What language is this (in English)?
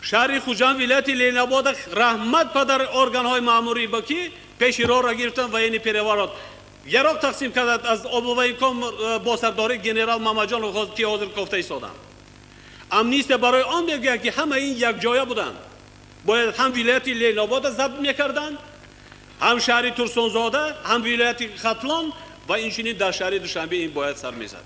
Tajik